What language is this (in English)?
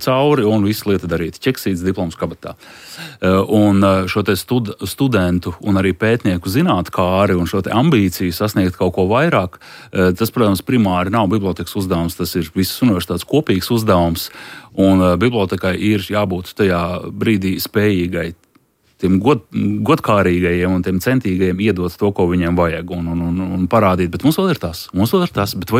Latvian